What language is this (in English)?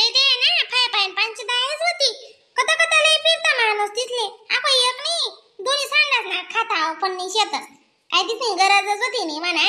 Khandesi